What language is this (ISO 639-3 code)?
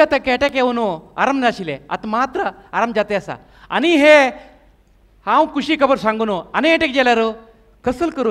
kok